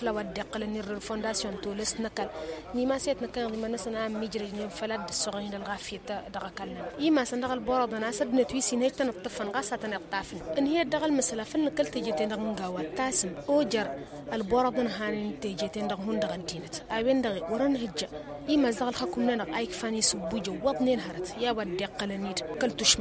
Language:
Tamasheq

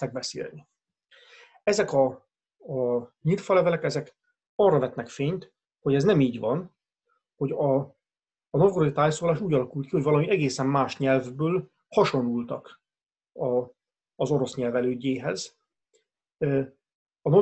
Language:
Hungarian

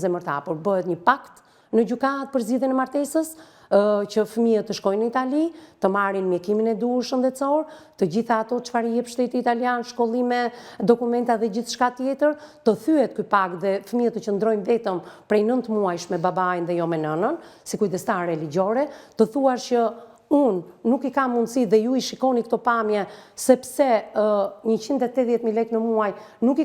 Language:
Albanian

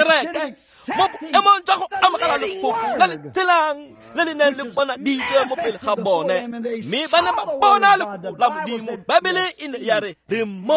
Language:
Tswana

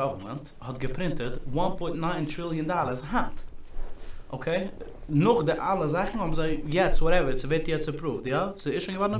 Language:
Yiddish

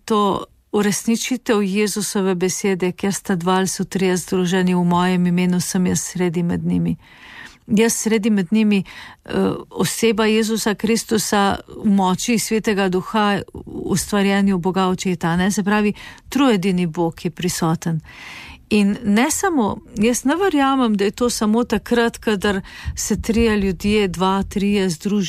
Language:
Slovenian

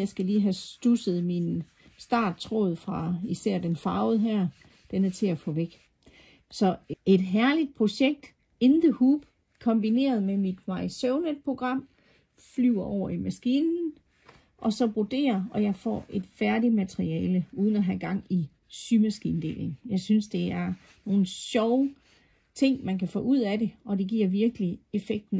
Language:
Danish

